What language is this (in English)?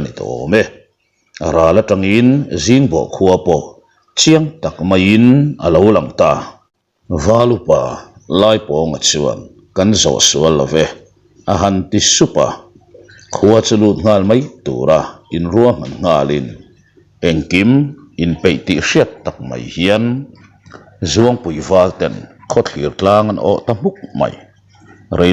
Mizo